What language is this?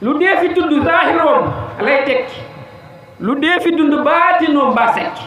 Wolof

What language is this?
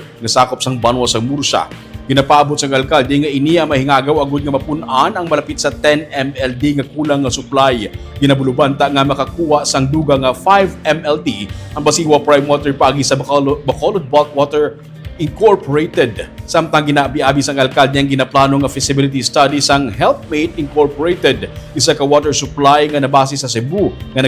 Hiligaynon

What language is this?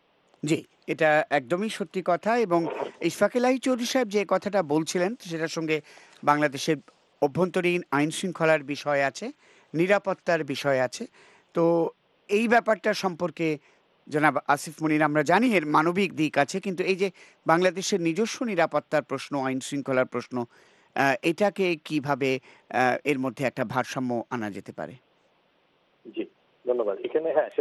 Bangla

